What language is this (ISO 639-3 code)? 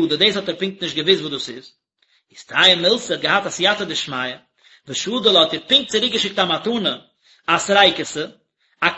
yid